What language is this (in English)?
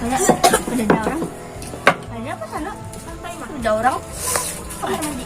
Banjar